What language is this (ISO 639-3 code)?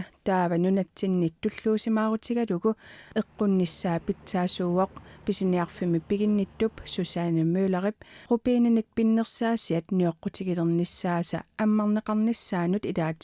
kal